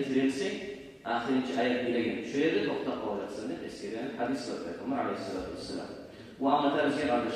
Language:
Kumyk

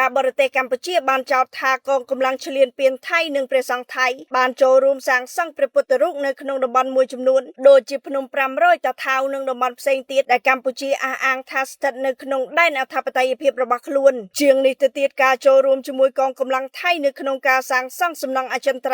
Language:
Khmer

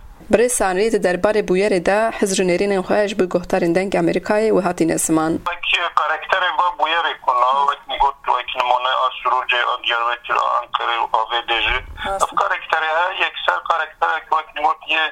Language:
Kurdish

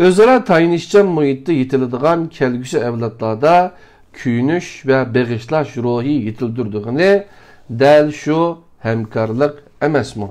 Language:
Uyghur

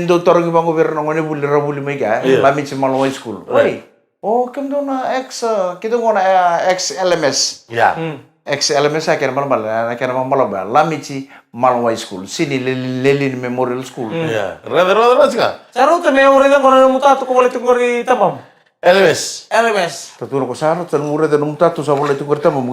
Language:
Fijian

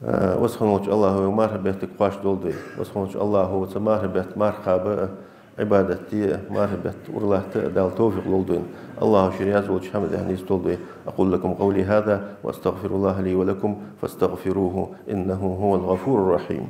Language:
Ingush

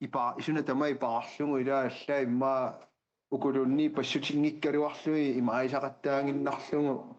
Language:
Kalaallisut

